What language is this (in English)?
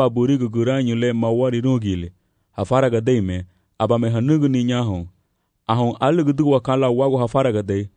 Garifuna